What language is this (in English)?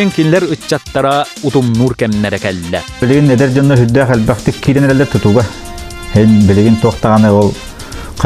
Yakut